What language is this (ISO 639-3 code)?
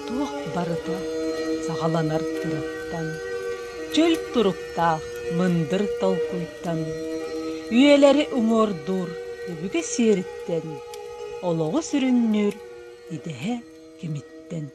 sah